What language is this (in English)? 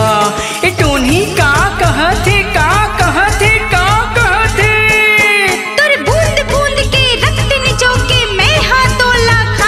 Chhattisgarhi